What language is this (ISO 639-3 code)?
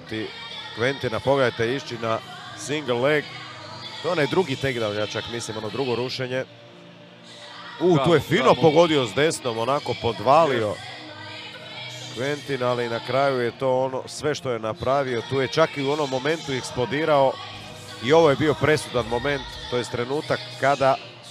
hrv